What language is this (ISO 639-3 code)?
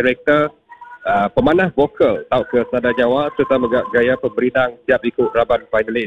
iba